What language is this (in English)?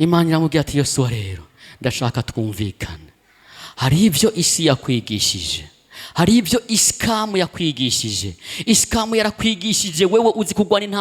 Rundi